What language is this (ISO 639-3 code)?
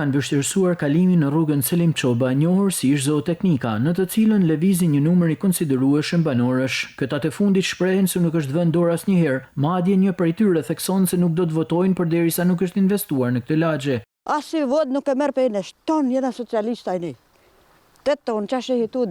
sqi